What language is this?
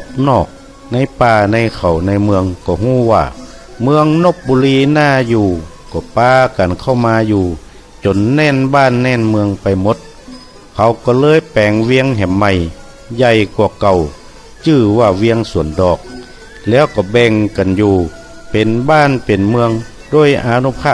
Northern Thai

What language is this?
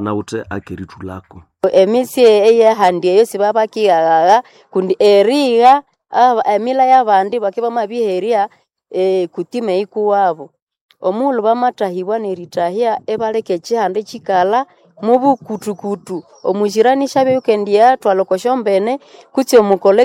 Nande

